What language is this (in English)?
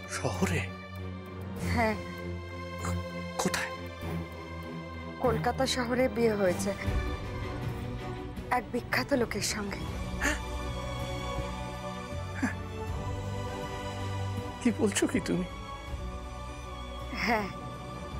Bangla